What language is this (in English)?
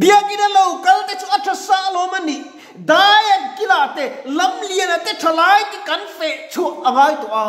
Mizo